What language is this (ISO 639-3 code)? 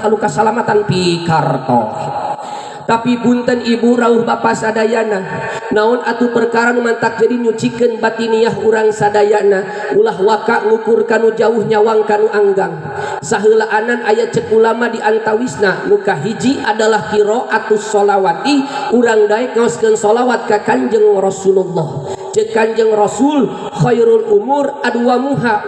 sun